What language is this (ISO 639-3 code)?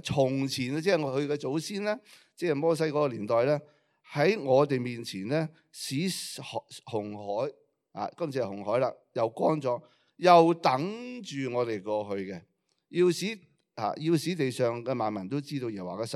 yue